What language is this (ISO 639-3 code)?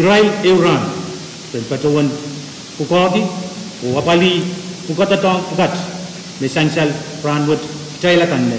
pon